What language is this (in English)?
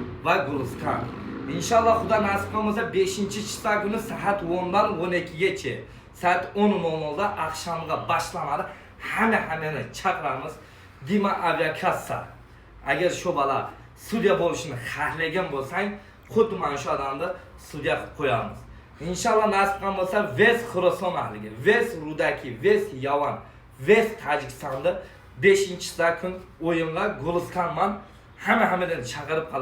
Uzbek